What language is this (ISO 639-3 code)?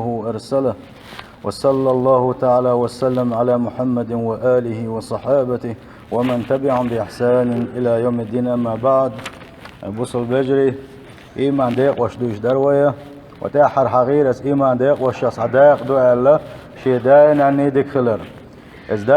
che